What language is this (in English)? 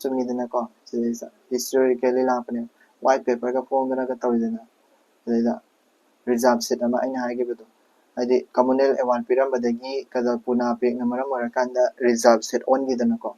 Manipuri